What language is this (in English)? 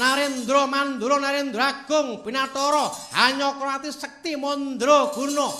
Javanese